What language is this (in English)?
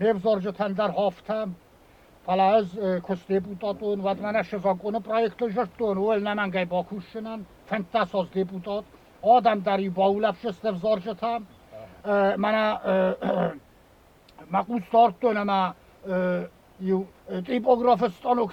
Ossetic